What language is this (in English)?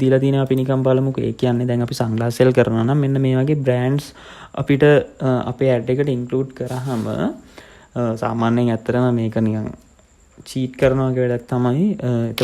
Sinhala